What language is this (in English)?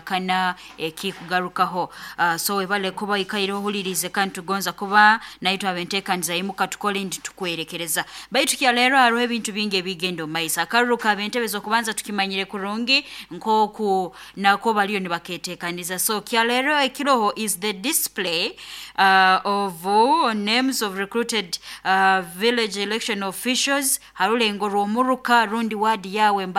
Nyoro